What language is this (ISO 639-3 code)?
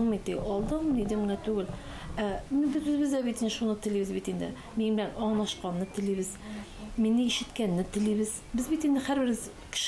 tat